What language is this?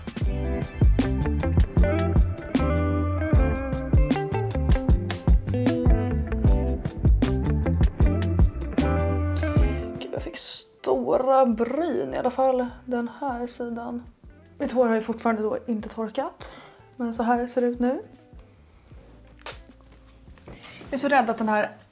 Swedish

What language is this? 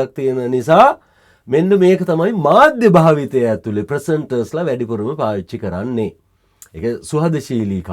Sinhala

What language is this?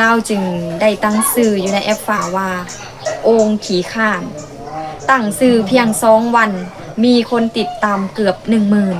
Lao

